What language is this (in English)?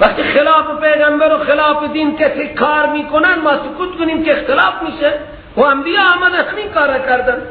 Persian